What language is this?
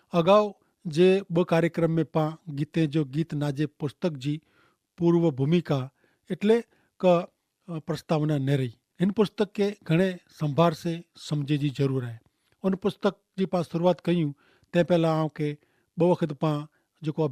Kachhi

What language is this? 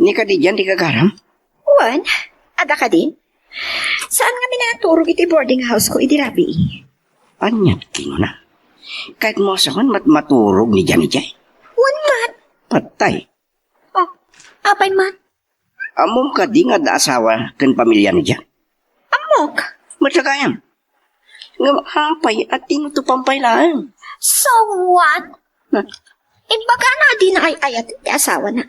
Iloko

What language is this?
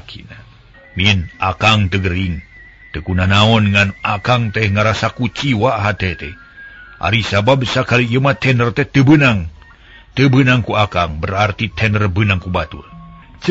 Sundanese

